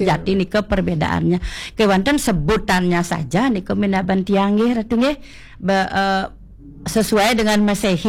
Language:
Balinese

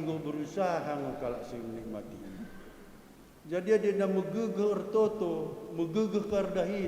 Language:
Batak Karo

